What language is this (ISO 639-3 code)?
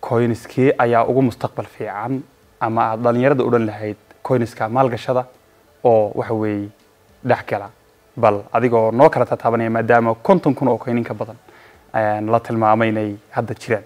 som